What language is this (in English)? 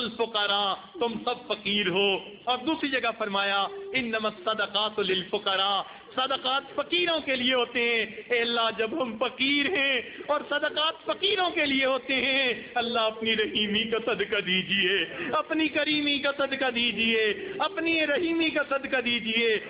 Urdu